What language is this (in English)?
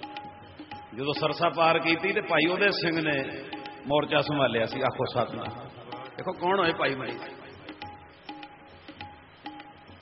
Punjabi